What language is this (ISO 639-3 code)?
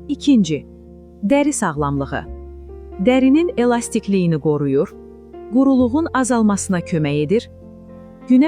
aze